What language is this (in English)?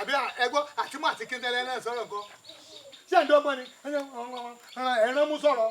Yoruba